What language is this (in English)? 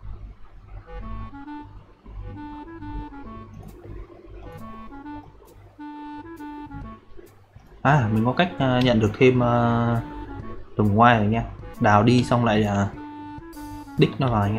Vietnamese